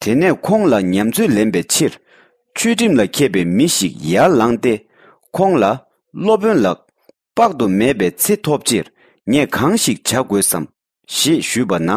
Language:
Tibetan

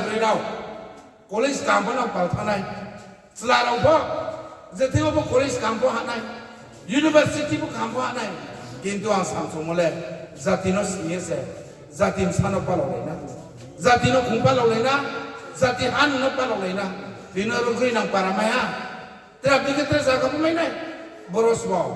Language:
Riang (India)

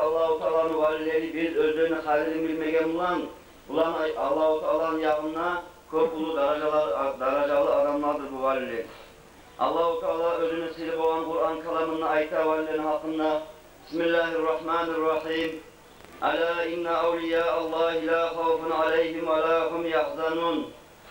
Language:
Kumyk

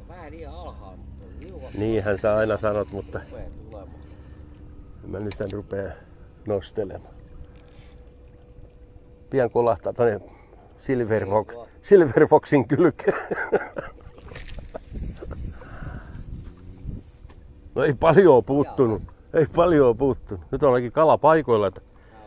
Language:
Finnish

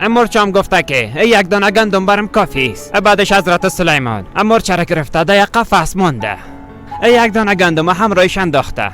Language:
Persian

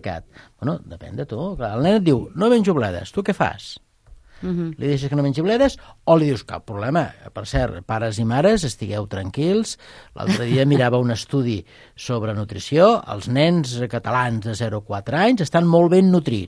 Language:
Catalan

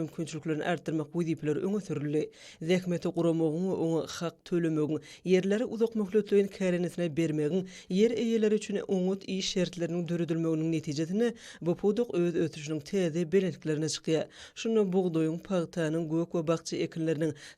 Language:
Turkmen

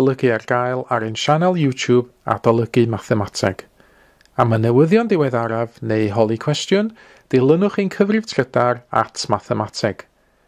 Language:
Welsh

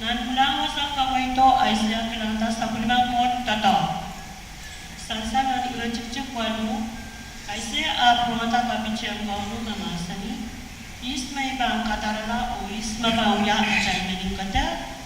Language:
Pohnpeian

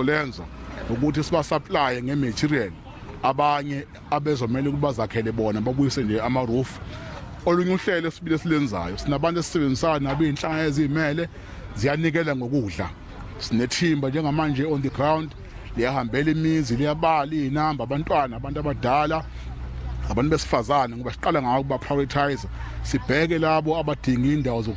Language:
Zulu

